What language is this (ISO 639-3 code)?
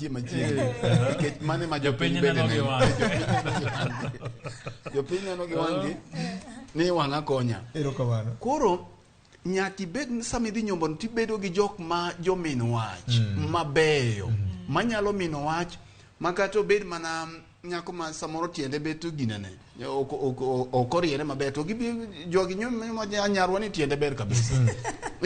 luo